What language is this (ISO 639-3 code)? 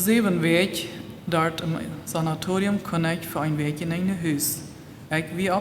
pdt